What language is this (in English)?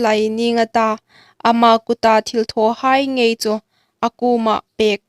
Hmar